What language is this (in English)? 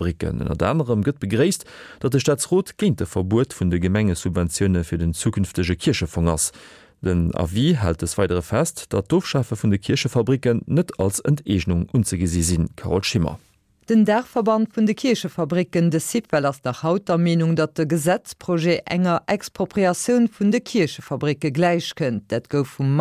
Luxembourgish